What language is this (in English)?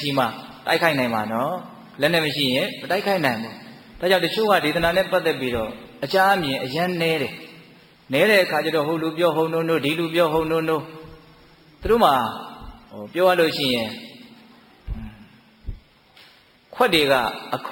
Burmese